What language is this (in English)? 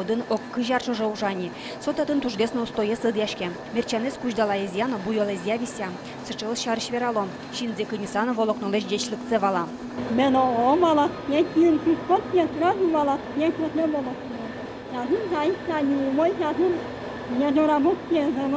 Udmurt